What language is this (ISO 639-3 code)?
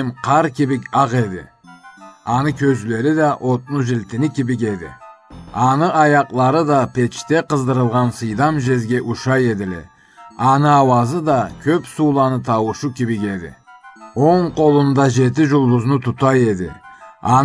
krc